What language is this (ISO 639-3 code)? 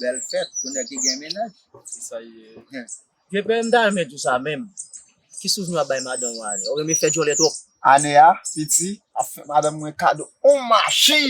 hat